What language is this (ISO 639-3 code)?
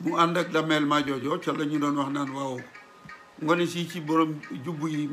wol